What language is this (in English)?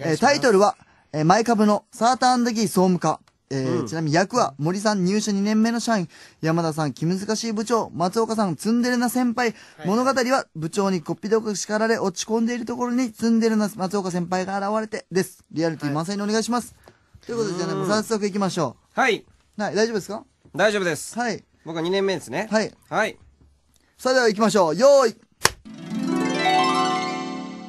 Japanese